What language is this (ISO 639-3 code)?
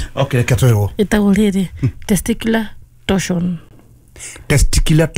kik